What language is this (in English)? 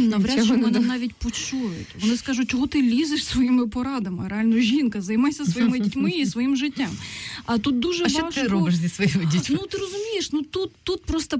Ukrainian